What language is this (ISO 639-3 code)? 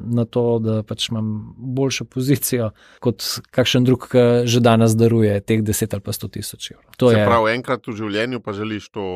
slv